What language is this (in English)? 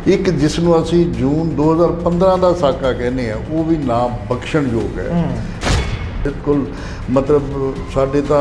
Punjabi